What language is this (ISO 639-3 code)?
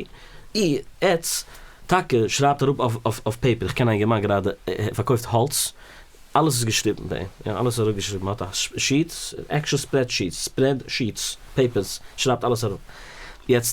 yid